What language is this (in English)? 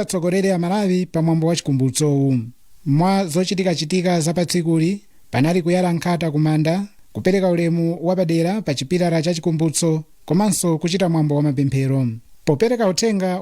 Nyanja